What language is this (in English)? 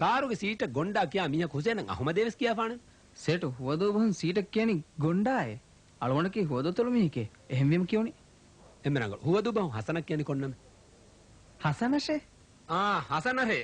Divehi